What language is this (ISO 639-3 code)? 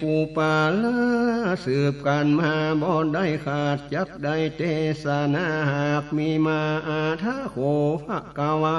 nod